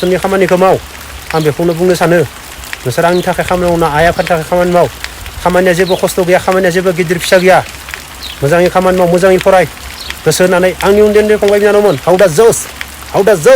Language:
Bodo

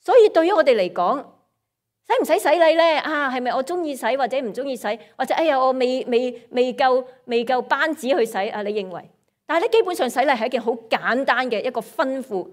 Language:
Cantonese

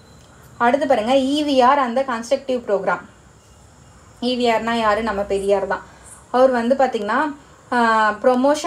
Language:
Tamil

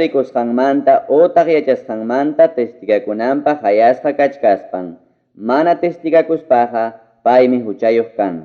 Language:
Ayacucho Quechua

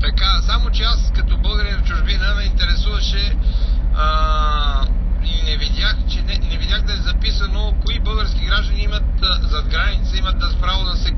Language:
Bulgarian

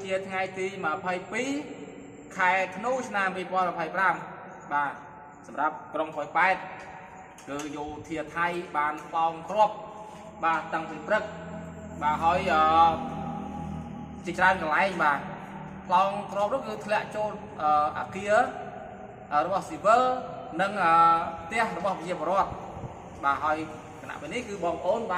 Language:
Khmer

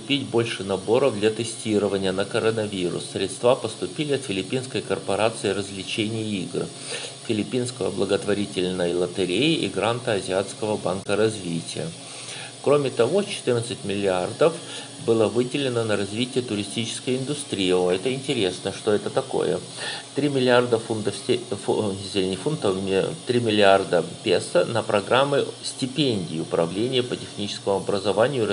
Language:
Russian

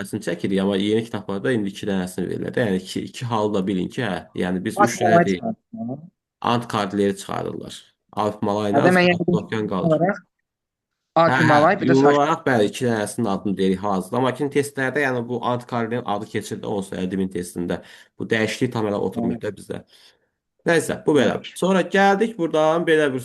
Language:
Azerbaijani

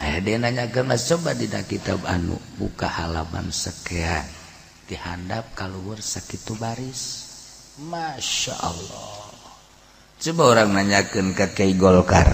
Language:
Sundanese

